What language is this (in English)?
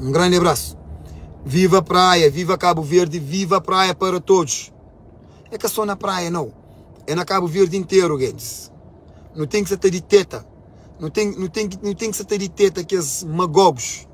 Kabuverdianu